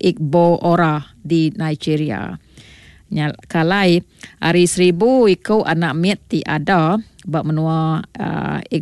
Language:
Iban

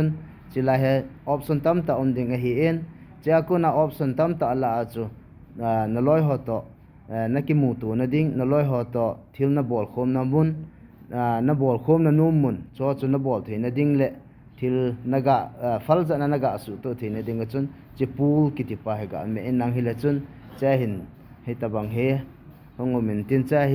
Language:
Thado Chin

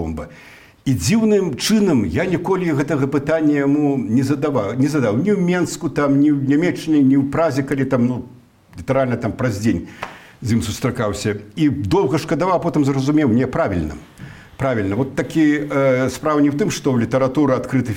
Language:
Belarusian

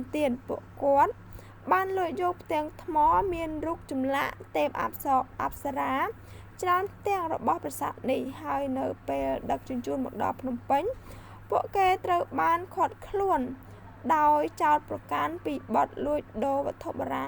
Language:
Khmer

